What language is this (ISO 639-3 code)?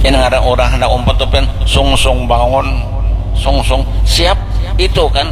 bjn